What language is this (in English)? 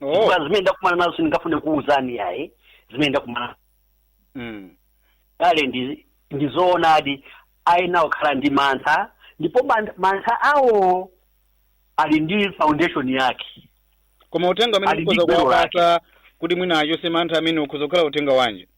Nyanja